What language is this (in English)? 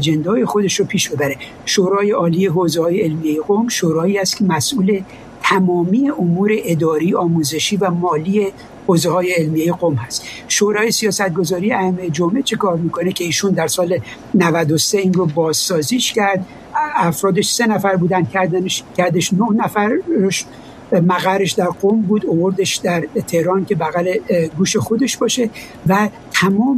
Persian